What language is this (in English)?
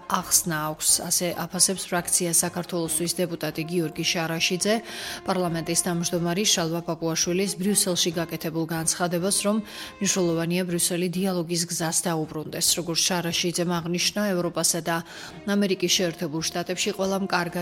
Georgian